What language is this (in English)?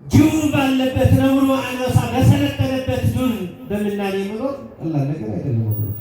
Amharic